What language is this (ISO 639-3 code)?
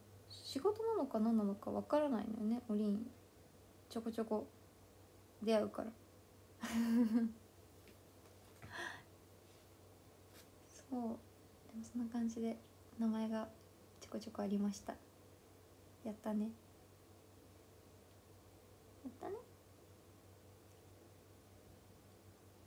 jpn